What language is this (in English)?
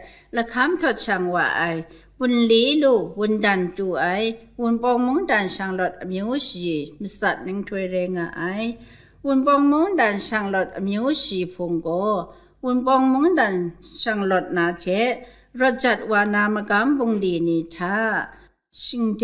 Kachin